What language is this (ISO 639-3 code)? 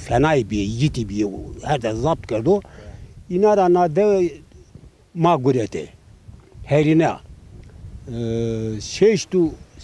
zza